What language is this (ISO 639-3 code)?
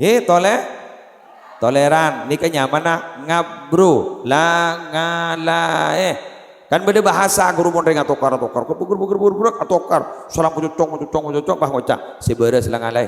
mad